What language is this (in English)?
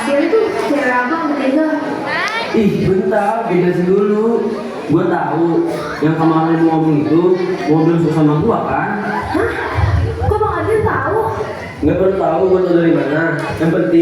Betawi